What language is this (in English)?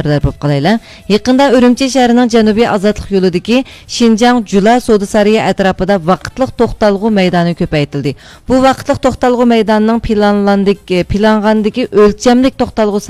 Uyghur